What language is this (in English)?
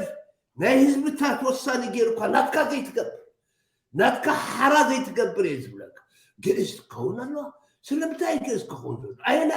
Tigrinya